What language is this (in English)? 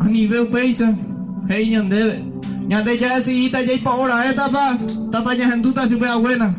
Guarani